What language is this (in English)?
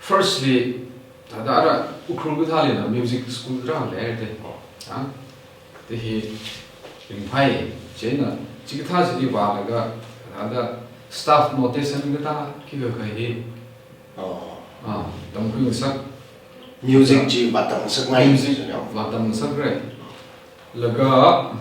Tangkhul Naga (India)